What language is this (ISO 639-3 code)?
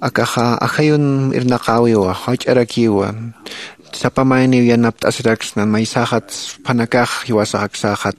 aym